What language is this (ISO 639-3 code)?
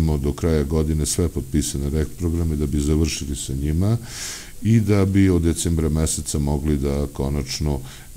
srp